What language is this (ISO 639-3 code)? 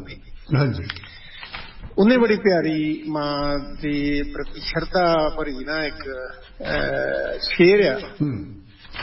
pan